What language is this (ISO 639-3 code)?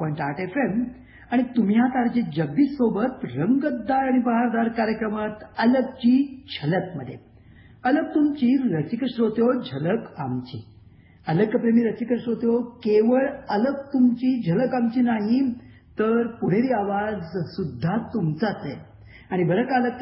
mar